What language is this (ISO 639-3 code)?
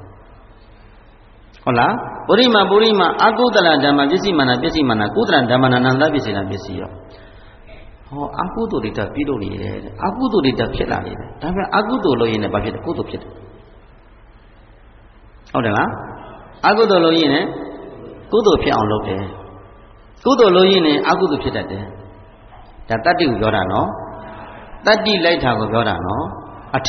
mya